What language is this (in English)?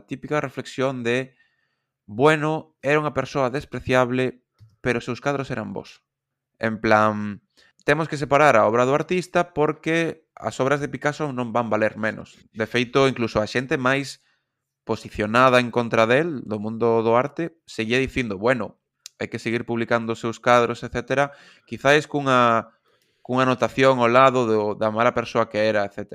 Galician